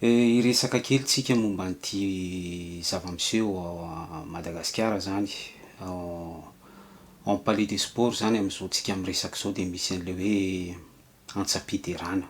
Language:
Malagasy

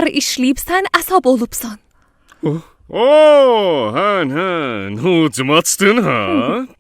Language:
South Azerbaijani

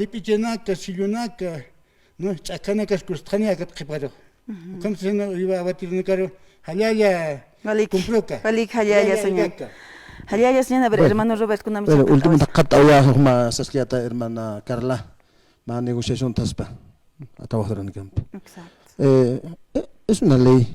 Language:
Aymara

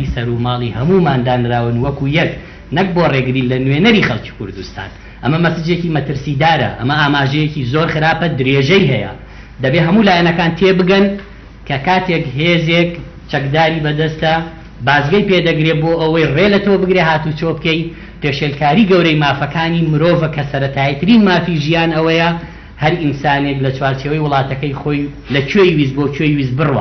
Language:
Central Kurdish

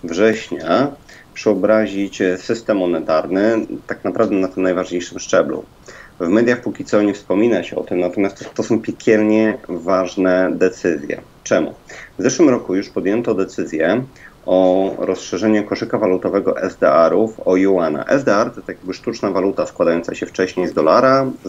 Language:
Polish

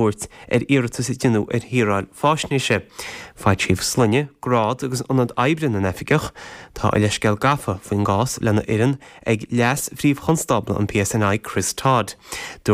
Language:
Irish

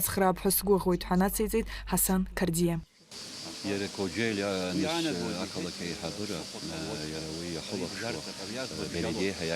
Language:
Abkhazian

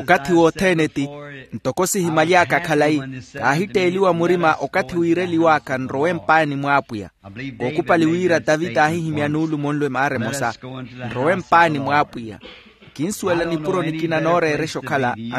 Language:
Makhuwa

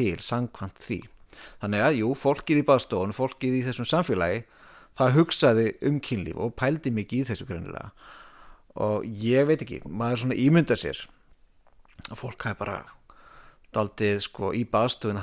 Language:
Icelandic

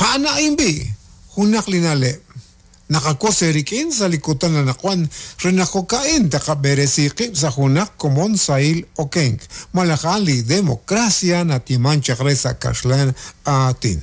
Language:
Kekchí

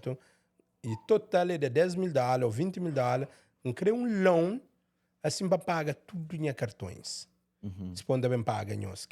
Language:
Kabuverdianu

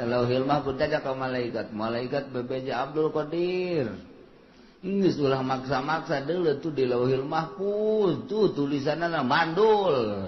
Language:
Sundanese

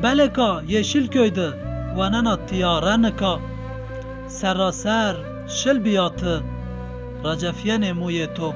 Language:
Zaza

